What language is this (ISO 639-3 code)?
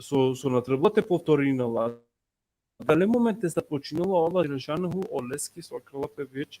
rmn